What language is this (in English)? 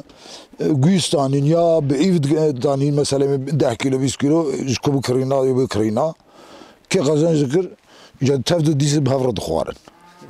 Kurdish